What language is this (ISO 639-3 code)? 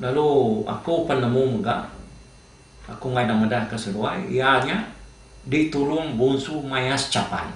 iba